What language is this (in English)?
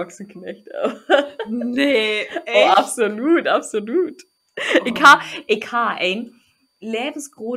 Low German